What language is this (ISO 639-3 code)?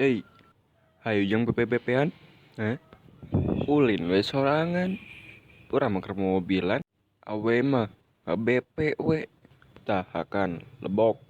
sun